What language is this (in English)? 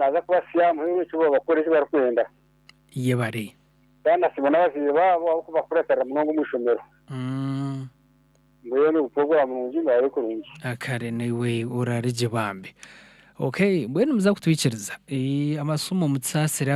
Nyankole